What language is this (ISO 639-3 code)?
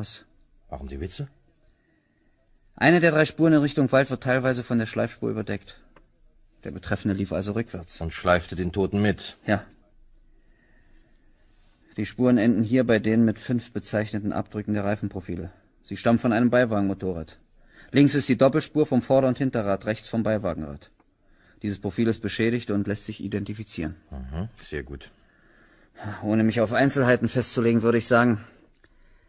deu